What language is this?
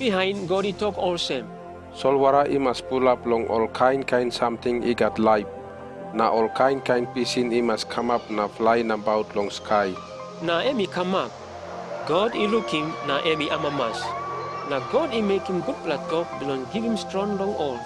Tok Pisin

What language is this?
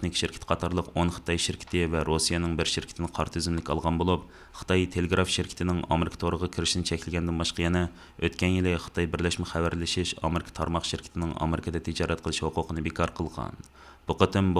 Uyghur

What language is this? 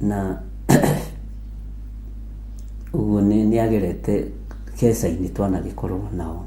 Kikuyu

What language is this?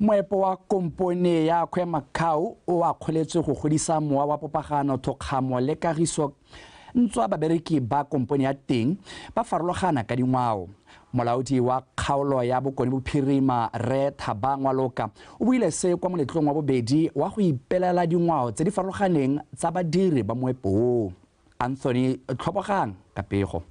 Tswana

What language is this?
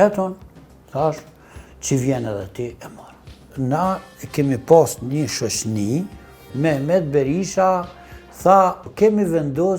Albanian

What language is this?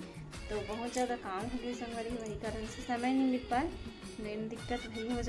Chhattisgarhi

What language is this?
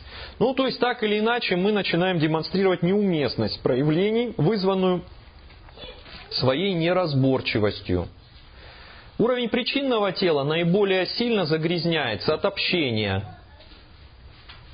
Russian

